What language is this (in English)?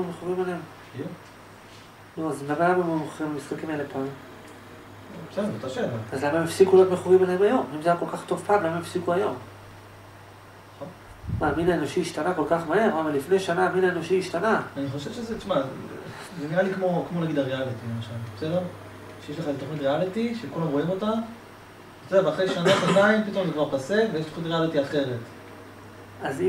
Hebrew